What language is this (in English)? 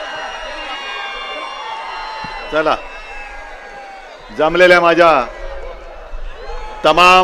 Marathi